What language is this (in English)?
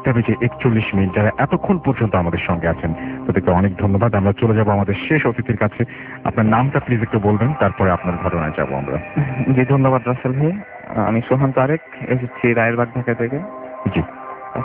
Bangla